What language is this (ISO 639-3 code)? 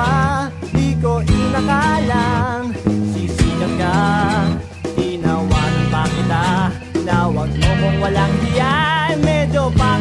fil